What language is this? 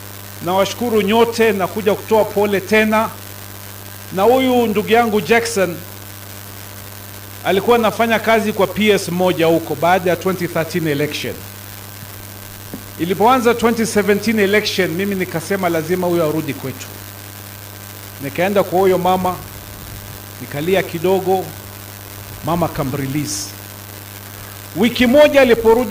Swahili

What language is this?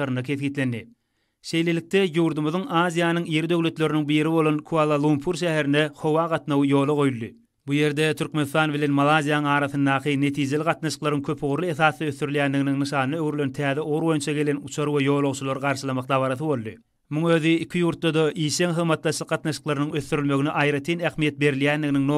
Turkmen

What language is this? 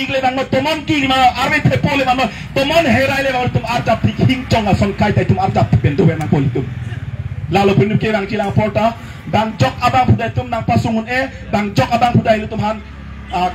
Karbi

